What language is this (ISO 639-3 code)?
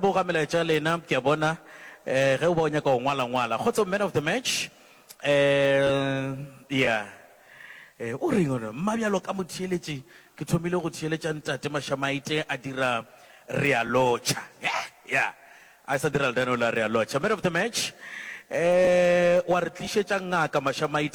nso